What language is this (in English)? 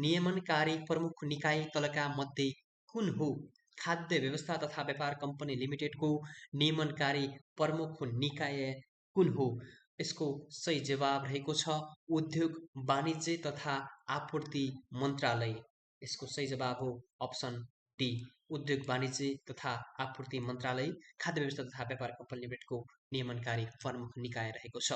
Nepali